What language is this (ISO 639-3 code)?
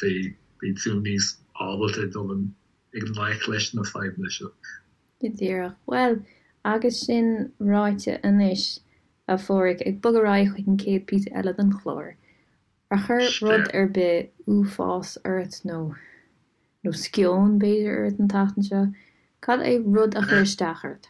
gle